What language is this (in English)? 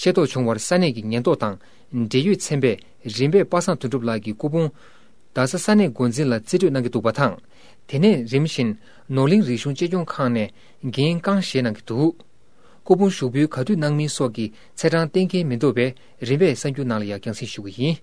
Tibetan